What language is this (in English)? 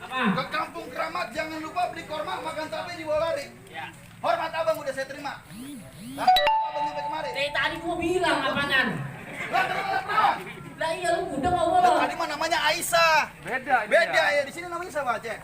Betawi